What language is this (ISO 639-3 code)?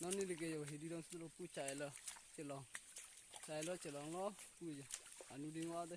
mjw